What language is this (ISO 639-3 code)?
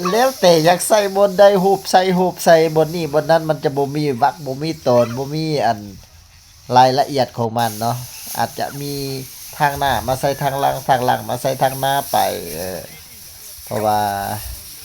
lao